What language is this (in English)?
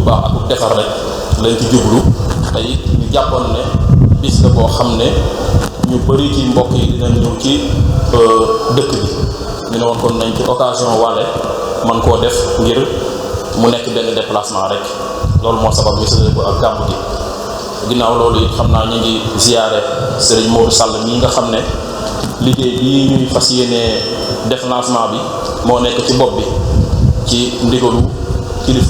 Wolof